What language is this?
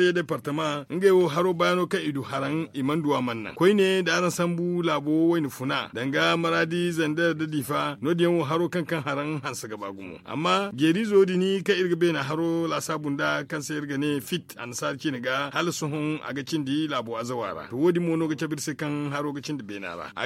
Zarma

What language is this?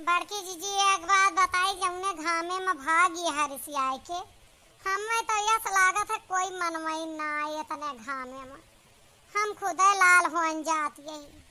Awadhi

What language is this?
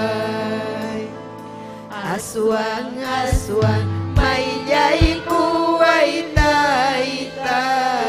Ayacucho Quechua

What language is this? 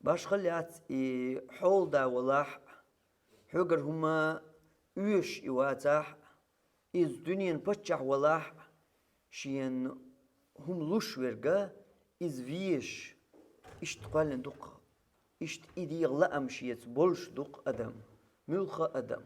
Chechen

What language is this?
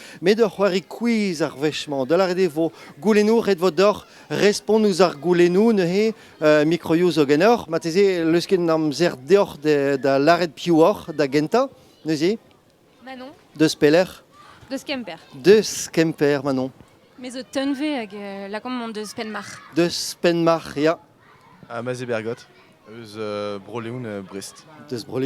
Breton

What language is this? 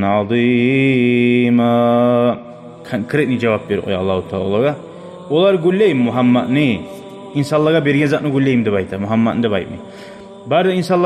Kumyk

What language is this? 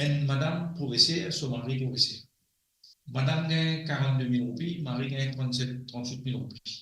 Morisyen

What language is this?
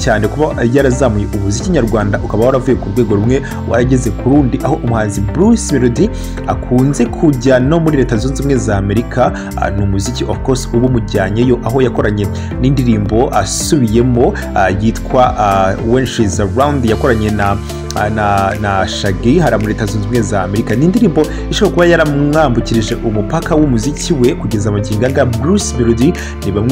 Kinyarwanda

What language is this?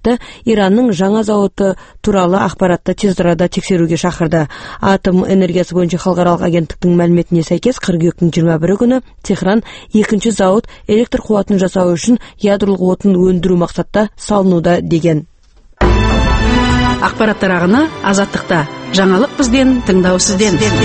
Kazakh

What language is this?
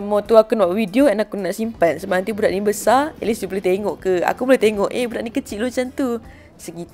Malay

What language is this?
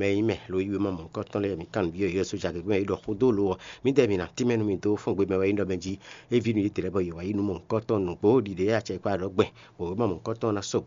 Fon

